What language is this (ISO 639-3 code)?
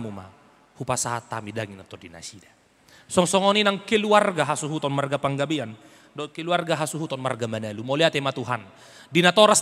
bbc